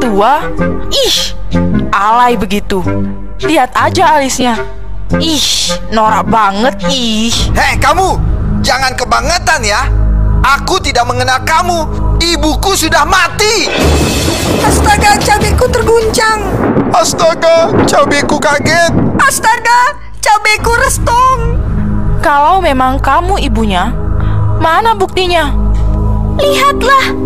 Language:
Indonesian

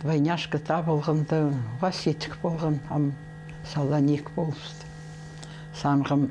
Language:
Khakas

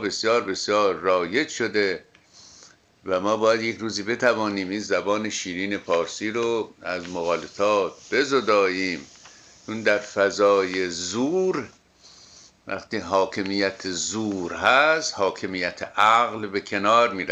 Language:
Persian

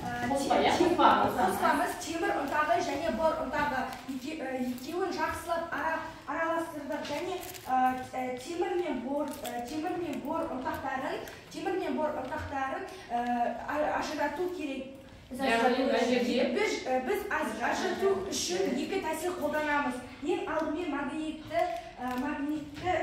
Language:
Kazakh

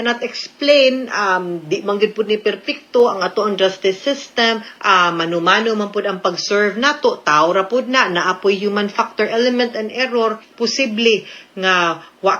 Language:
Cebuano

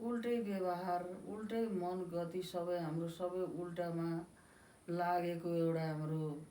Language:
Nepali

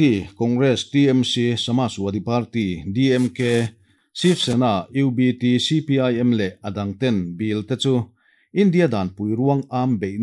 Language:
Mizo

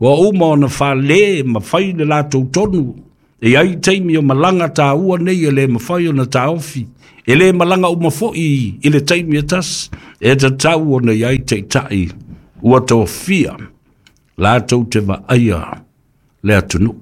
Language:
Samoan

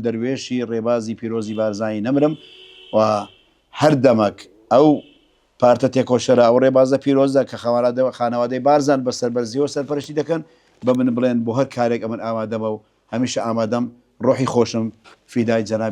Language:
Central Kurdish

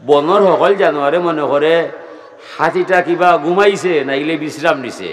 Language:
Sylheti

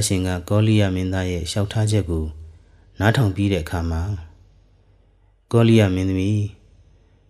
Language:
Burmese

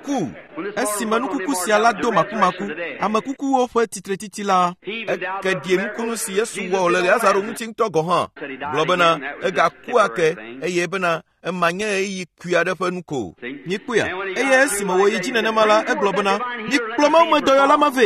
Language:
Ewe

